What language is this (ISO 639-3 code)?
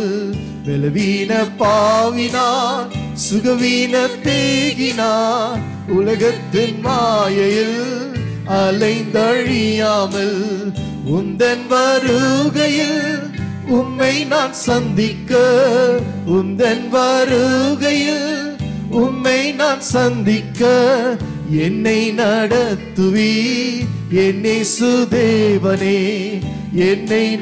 tam